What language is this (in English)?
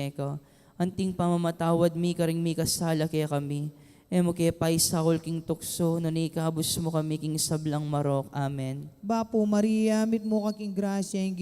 Pampanga